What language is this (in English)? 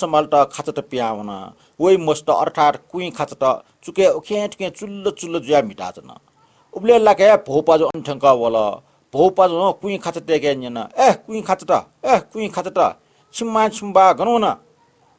Newari